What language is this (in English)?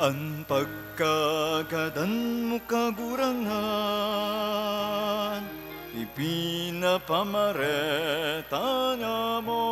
Bikol